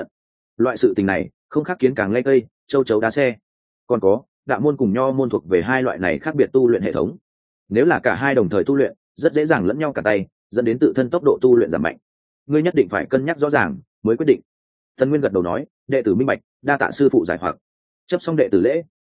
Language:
Vietnamese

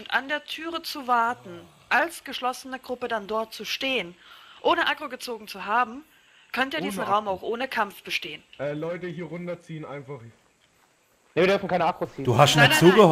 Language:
German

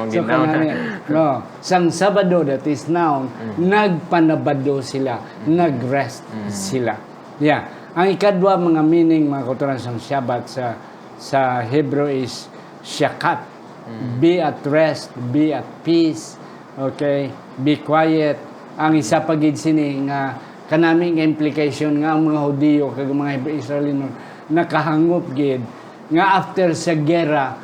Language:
Hiligaynon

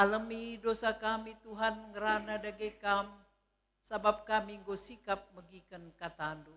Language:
Batak Karo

